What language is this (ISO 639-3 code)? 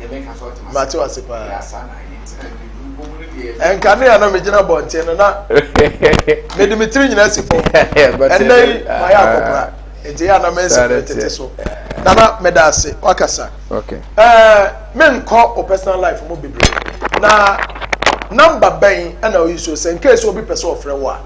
aka